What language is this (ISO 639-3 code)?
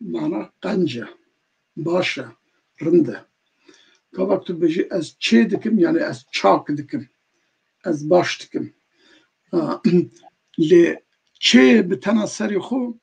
kur